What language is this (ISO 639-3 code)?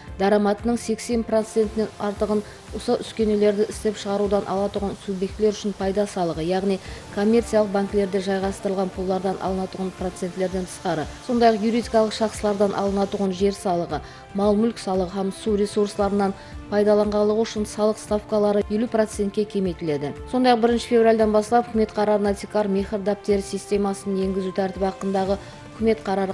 kaa